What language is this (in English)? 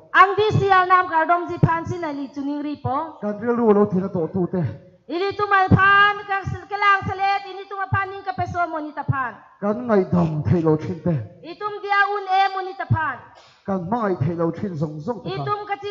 Karbi